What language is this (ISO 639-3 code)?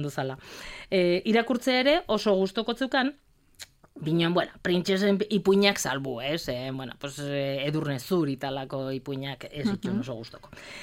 eus